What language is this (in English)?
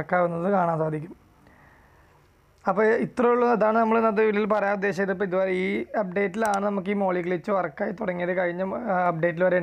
Malayalam